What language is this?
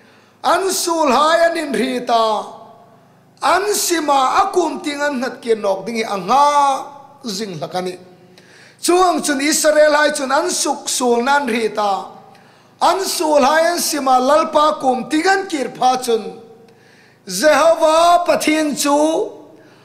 Hmar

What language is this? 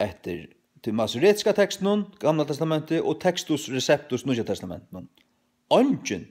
Faroese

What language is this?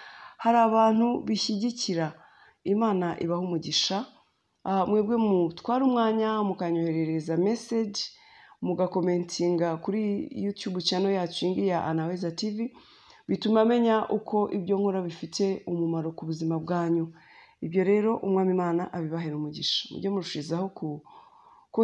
Kinyarwanda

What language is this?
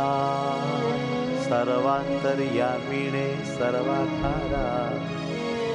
Gujarati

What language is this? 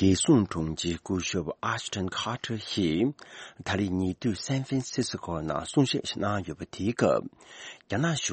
Tibetan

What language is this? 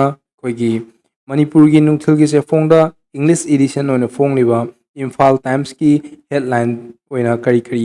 Manipuri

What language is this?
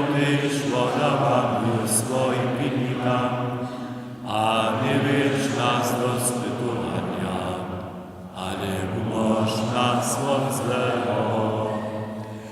Upper Sorbian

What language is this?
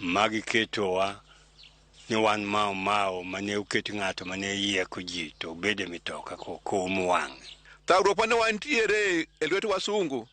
Luo (Kenya and Tanzania)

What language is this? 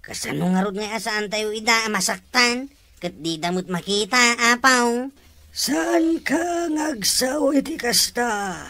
Iloko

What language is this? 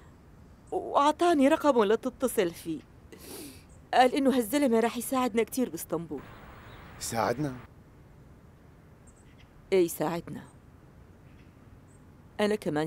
North Levantine Arabic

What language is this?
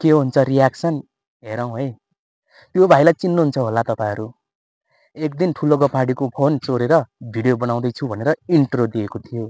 Nepali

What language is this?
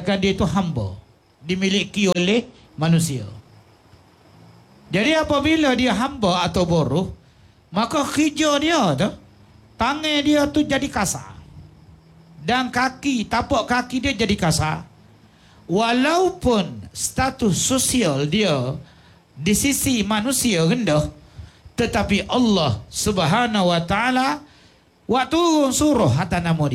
Malay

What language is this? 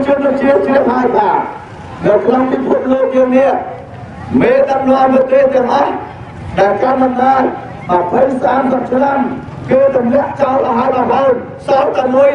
Khmer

